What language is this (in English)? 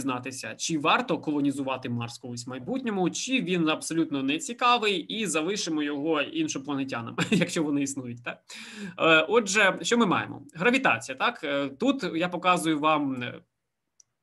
Ukrainian